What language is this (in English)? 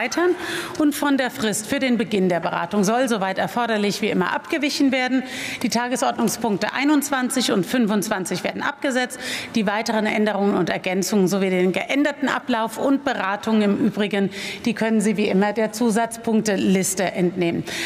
German